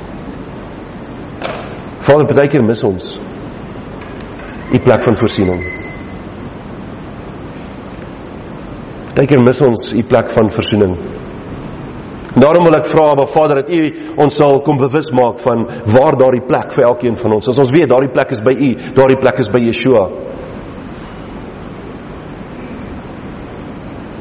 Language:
Afrikaans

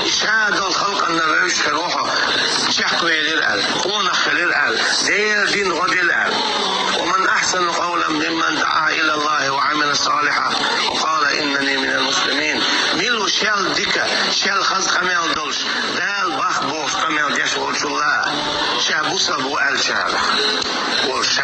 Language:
Chechen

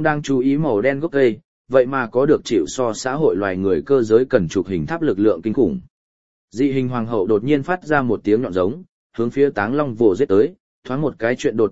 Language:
Vietnamese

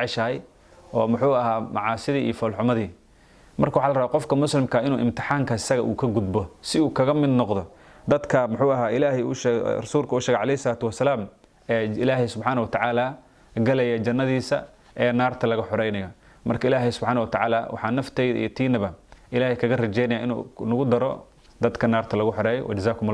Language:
Somali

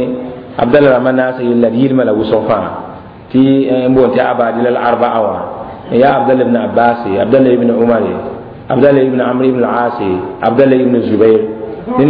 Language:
Mossi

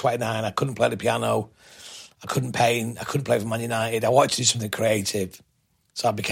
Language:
English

